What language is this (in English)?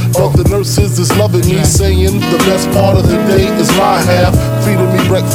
English